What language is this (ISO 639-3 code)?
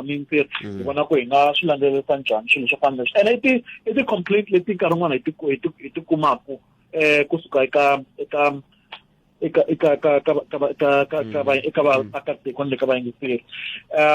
tso